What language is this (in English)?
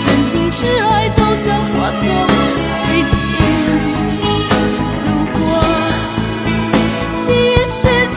Chinese